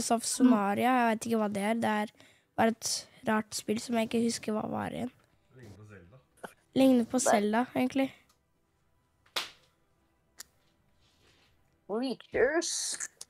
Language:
Norwegian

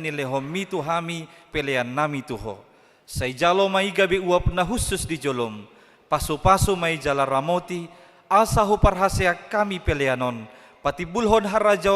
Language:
Batak Toba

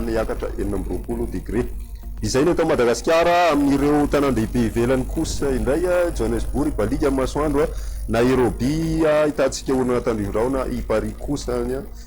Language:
Malagasy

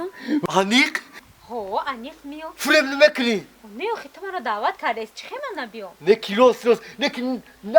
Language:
Tajik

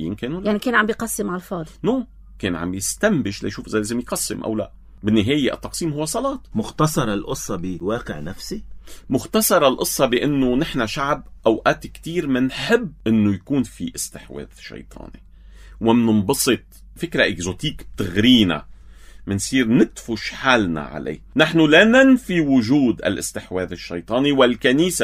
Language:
North Levantine Arabic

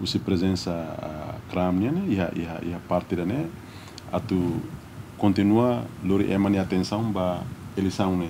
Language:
Tetum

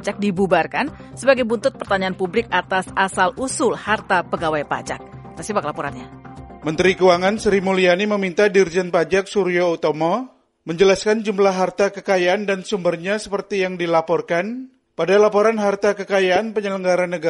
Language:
Indonesian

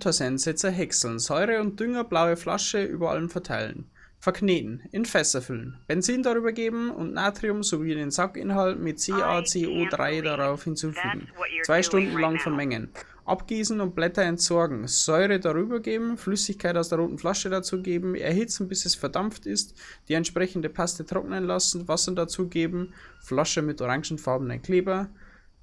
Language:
Bavarian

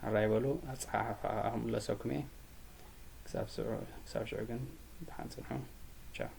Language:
Tigrinya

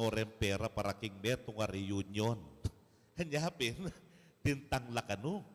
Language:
Pampanga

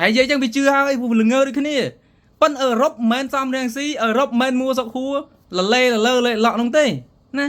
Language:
Khmer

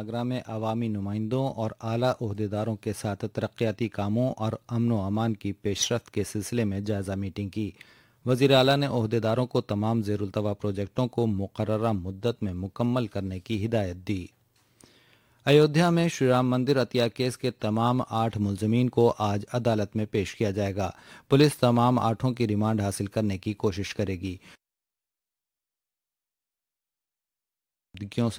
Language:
Urdu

